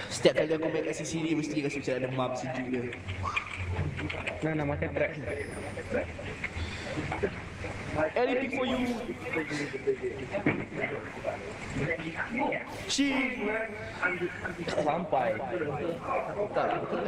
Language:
Malay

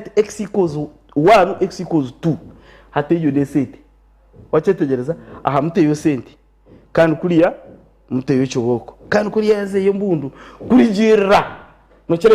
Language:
Nyankole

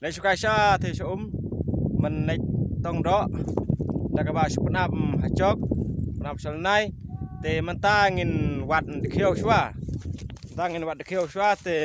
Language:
Khasi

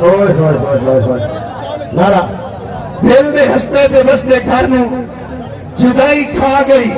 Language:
Saraiki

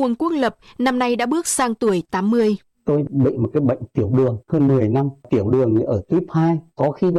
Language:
Vietnamese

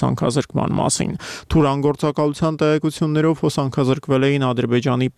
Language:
Armenian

